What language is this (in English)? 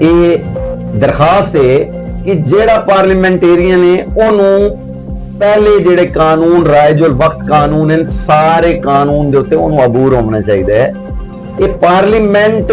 Saraiki